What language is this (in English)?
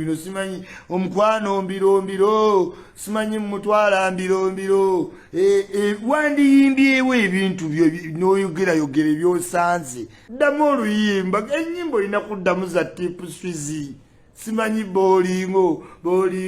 Ganda